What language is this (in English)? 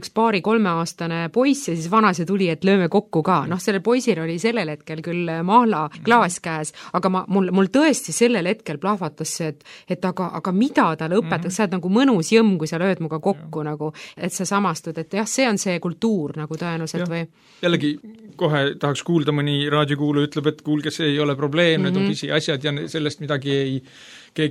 Estonian